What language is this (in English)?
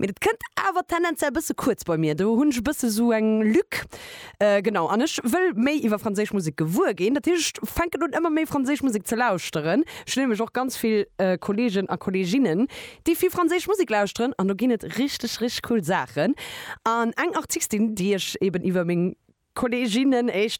Luxembourgish